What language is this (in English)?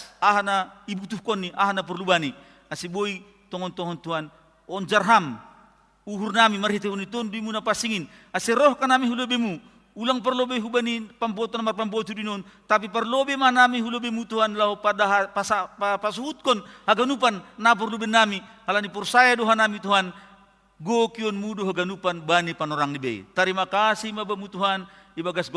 Batak Simalungun